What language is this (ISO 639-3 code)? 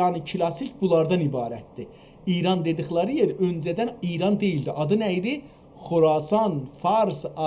azb